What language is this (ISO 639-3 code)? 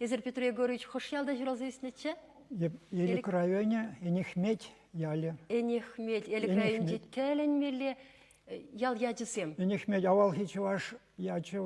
chv